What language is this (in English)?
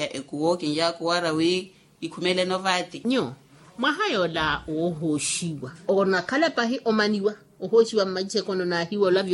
Makhuwa